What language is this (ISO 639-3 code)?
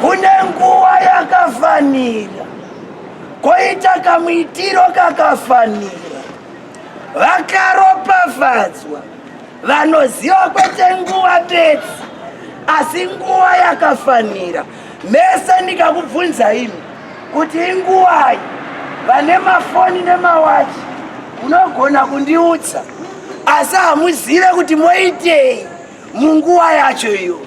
sna